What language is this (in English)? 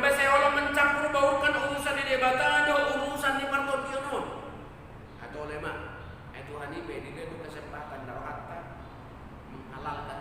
Batak Toba